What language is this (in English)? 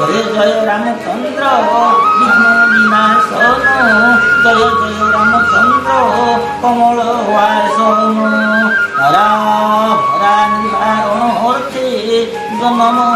Odia